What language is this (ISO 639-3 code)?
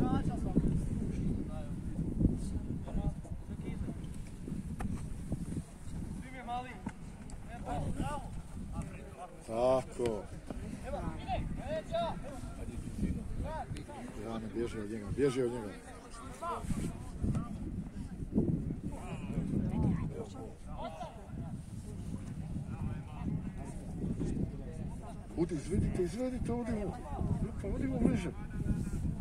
hrv